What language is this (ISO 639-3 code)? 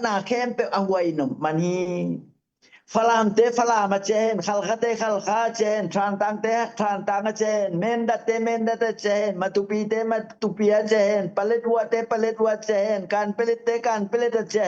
ctd